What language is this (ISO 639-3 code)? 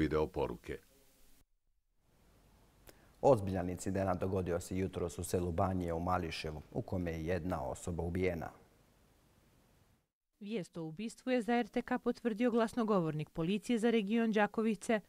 bos